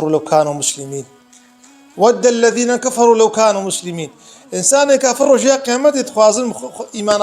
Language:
Kurdish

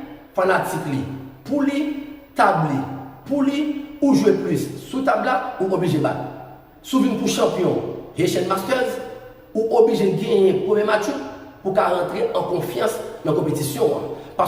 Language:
Haitian Creole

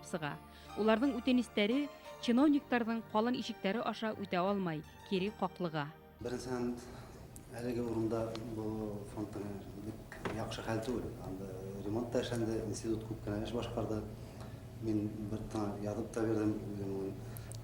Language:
Bashkir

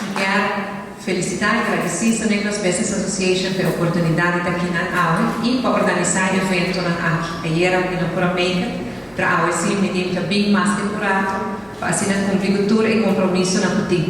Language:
Papiamento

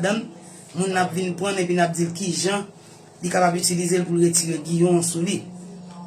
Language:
Haitian Creole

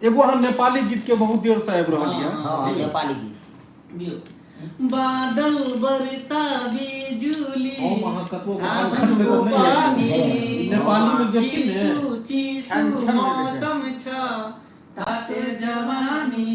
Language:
Maithili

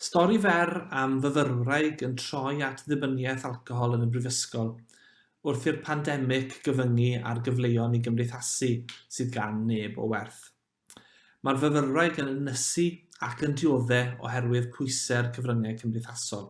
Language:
Welsh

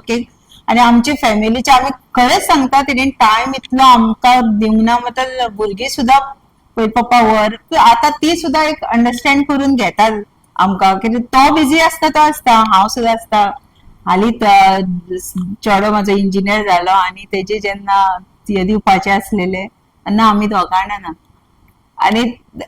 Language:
Konkani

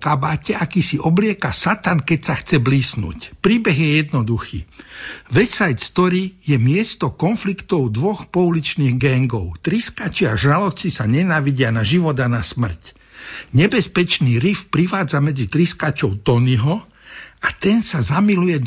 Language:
Slovak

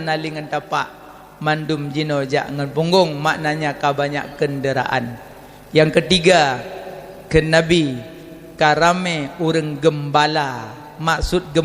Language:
Achinese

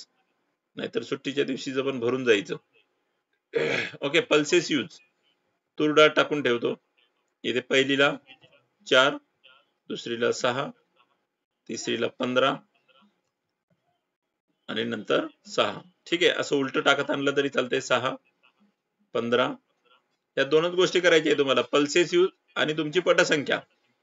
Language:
Marathi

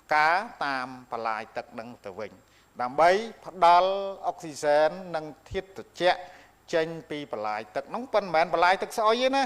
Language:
Khmer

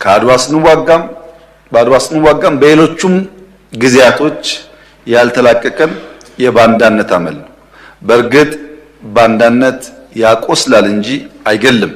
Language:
Amharic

